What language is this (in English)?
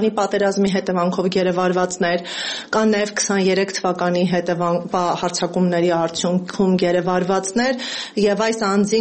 Armenian